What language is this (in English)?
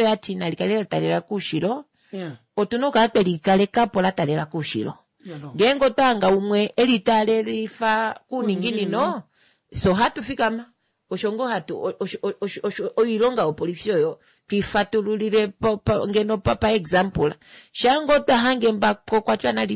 Kuanyama